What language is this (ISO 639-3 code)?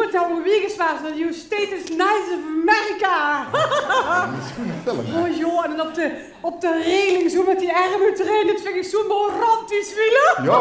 lim